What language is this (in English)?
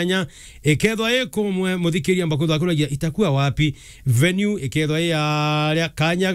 Meru